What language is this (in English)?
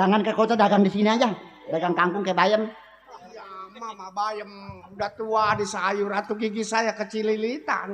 Betawi